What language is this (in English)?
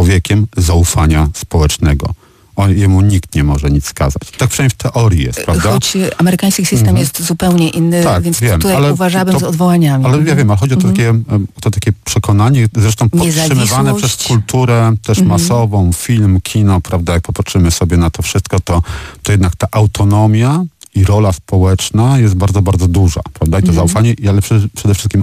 Polish